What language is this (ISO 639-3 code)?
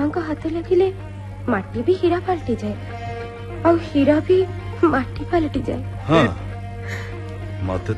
ori